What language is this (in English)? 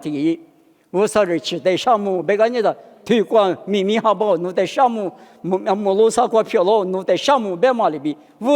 Lisu